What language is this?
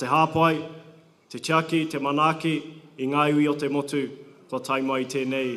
Māori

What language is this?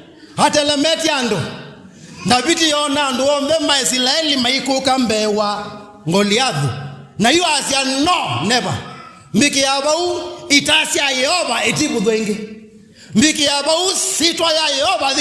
Kamba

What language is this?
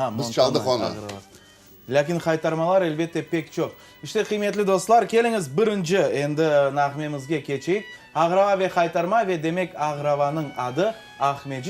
Crimean Tatar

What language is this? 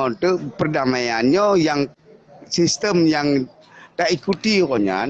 Achinese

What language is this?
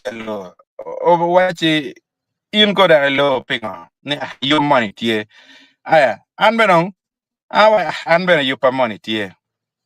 Acoli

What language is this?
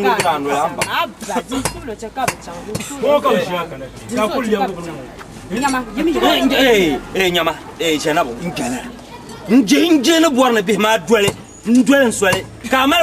Dagbani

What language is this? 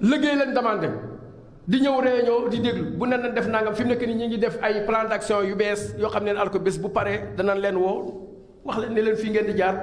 Wolof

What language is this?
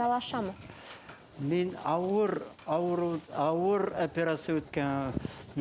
Bashkir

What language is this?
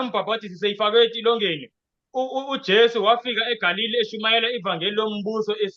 Zulu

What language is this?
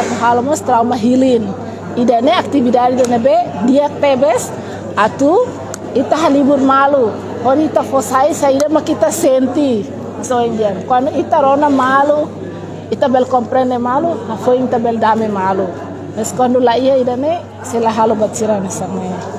Tetum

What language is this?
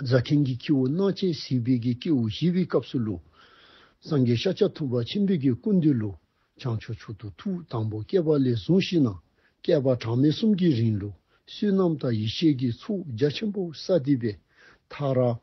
Dzongkha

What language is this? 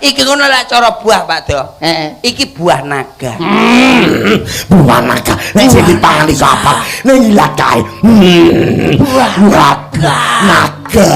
Javanese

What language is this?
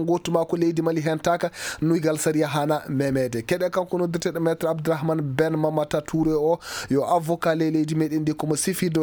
Fula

